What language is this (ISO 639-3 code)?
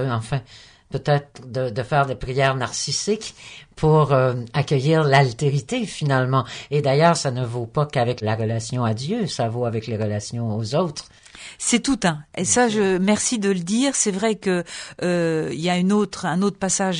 fra